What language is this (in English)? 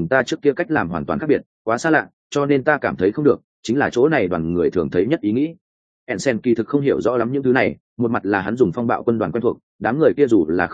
Vietnamese